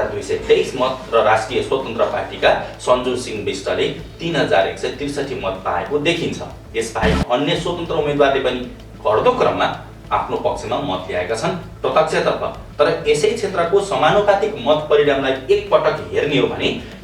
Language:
Nepali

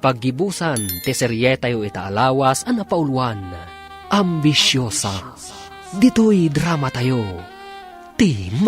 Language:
Iloko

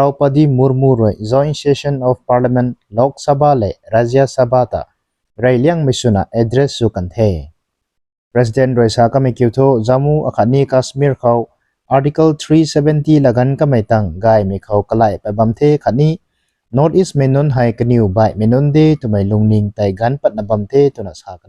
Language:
Rongmei Naga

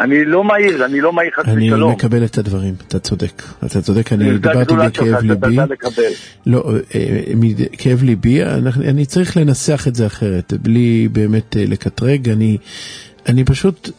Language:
Hebrew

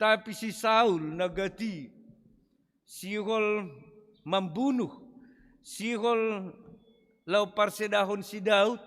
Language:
Batak Simalungun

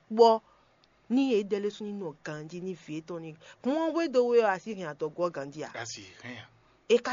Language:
Fon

